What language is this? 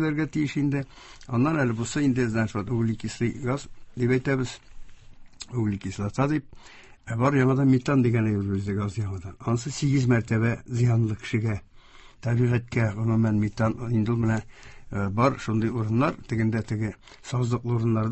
Tatar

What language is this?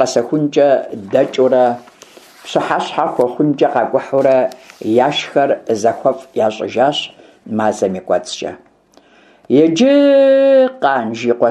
Kabardian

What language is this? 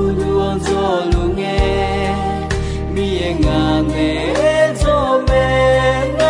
Akha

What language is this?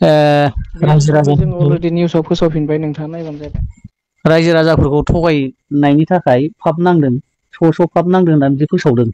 Bodo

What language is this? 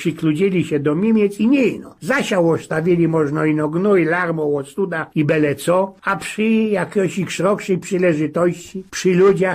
Silesian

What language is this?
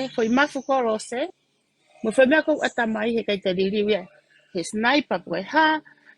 Tongan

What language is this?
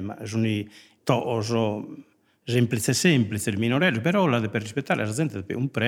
Sardinian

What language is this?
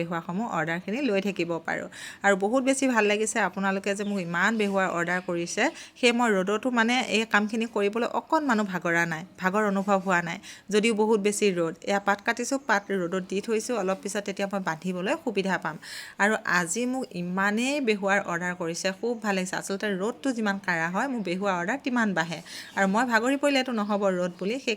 Assamese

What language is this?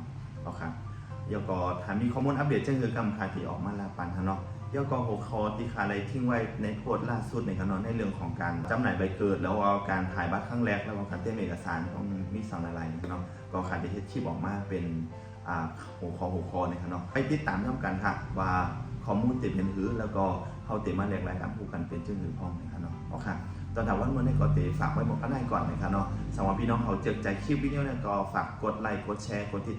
Shan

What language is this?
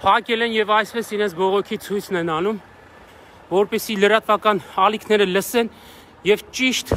Armenian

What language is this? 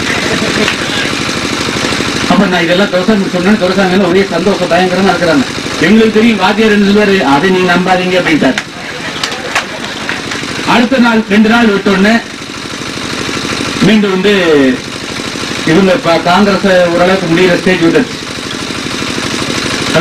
Tamil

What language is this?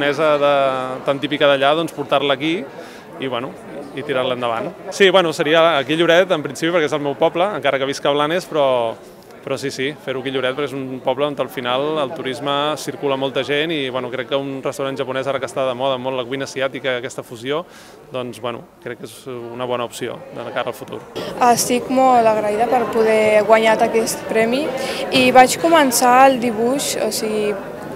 Catalan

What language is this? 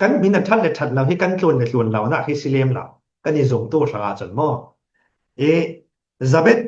Falam Chin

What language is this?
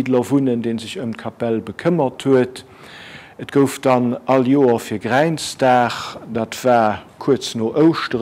Luxembourgish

